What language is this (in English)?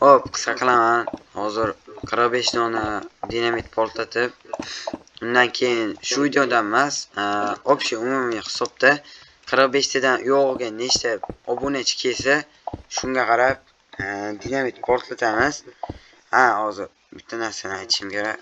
Uzbek